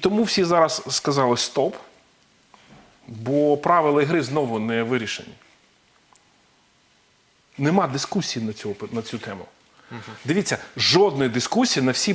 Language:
Ukrainian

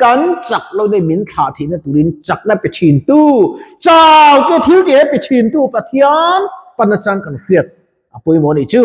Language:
Mizo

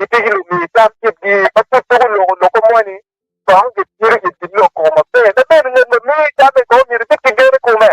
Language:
Acoli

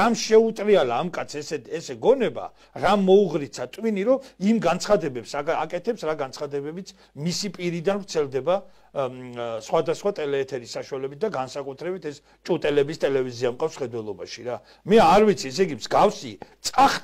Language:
Georgian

